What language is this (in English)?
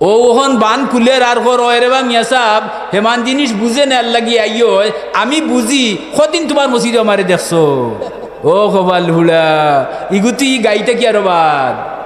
Sylheti